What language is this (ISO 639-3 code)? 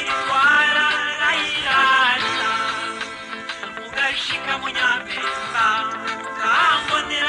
run